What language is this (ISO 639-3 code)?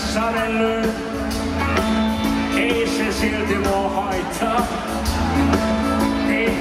fin